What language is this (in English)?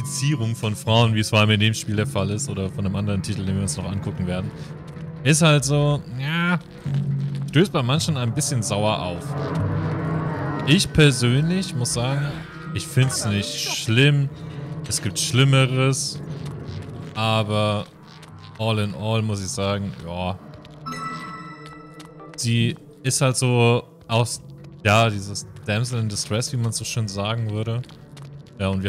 German